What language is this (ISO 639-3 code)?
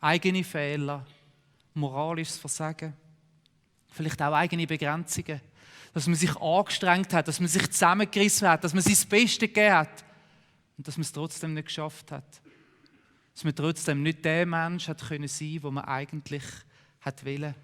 gsw